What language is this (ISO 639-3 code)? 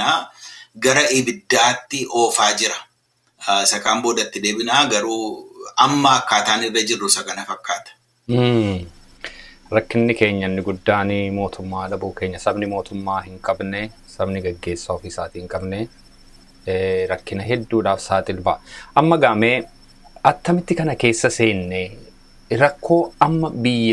orm